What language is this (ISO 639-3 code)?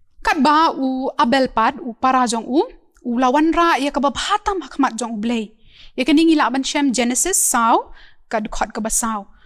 kha